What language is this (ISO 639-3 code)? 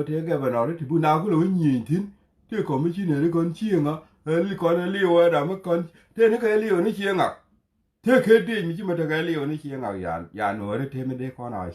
nus